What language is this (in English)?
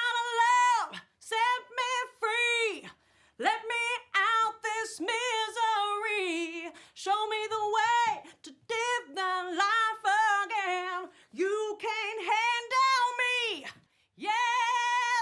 Māori